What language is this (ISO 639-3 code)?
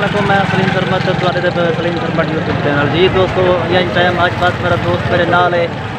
skr